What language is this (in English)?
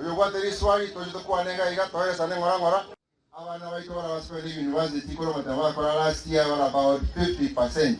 Gusii